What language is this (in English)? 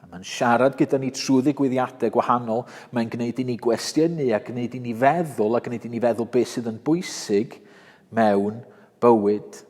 Welsh